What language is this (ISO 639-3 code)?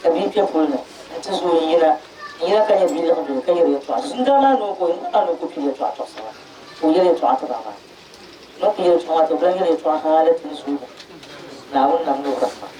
dag